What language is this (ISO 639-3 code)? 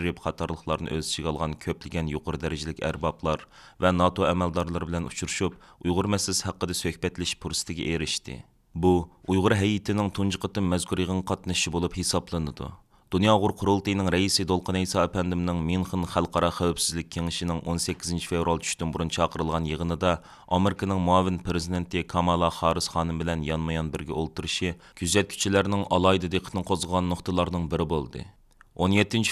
uig